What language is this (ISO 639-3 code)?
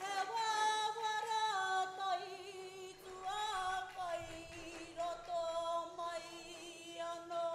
mri